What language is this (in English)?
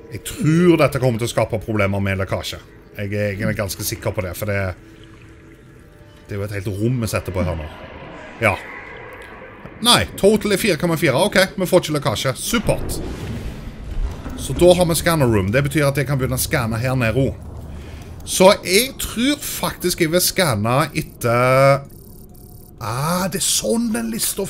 Norwegian